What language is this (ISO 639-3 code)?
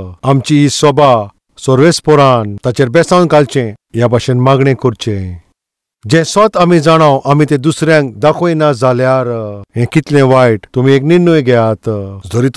kok